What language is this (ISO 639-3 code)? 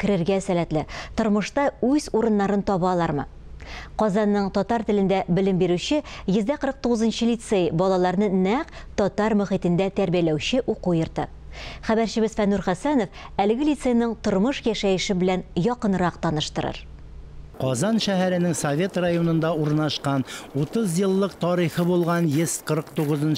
tat